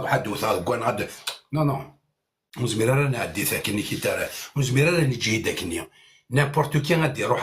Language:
Kabyle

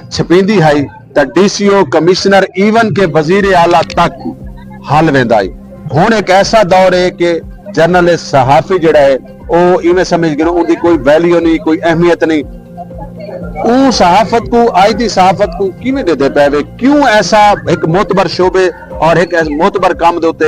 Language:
Saraiki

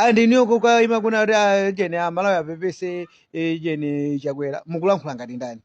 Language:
Nyanja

